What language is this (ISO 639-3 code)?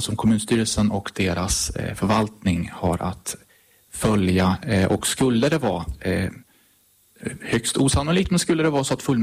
swe